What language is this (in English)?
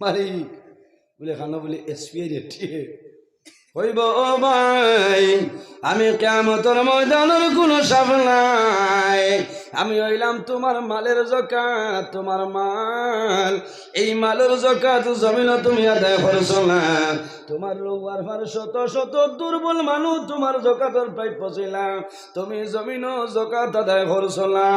Sylheti